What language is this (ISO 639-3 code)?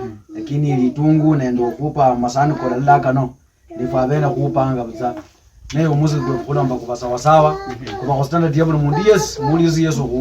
luy